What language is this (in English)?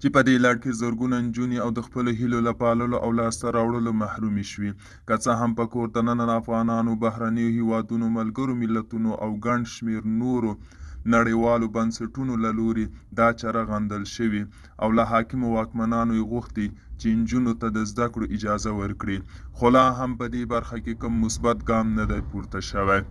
Pashto